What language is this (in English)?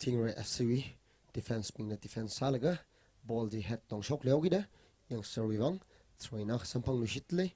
Tangkhul Naga (India)